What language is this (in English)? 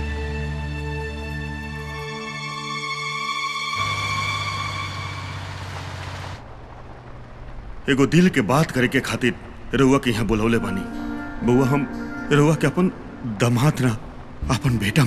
Bhojpuri